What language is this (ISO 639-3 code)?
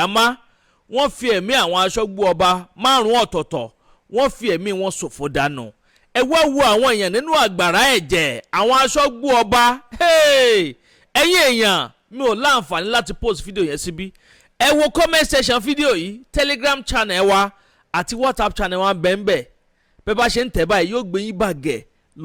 yor